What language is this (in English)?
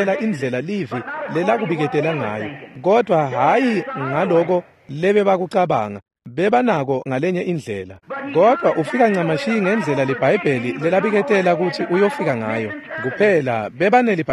Swati